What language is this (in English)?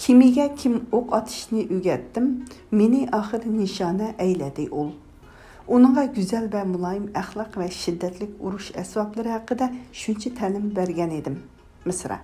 Uyghur